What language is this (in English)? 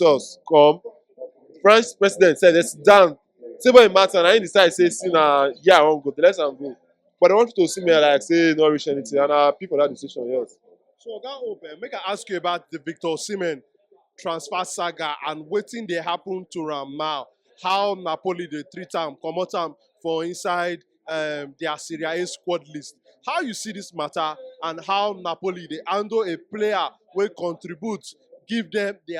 Nigerian Pidgin